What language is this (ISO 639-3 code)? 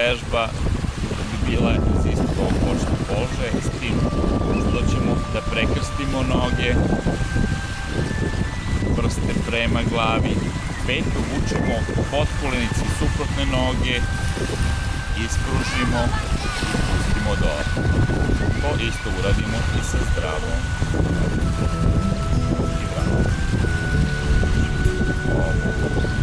srp